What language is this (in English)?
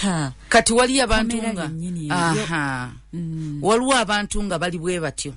Ganda